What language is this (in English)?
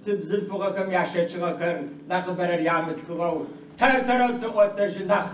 Adyghe